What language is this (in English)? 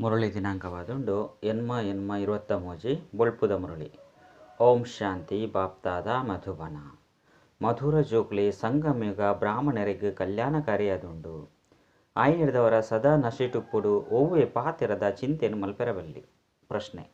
Tulu